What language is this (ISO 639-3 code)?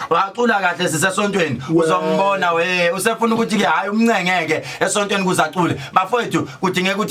zul